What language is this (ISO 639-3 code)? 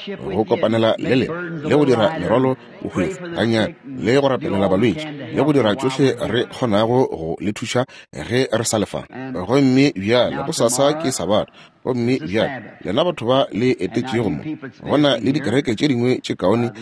nso